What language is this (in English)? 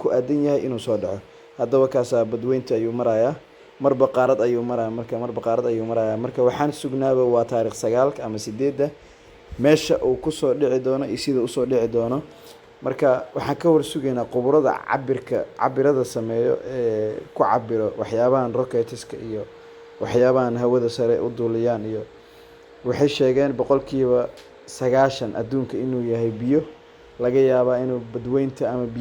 Somali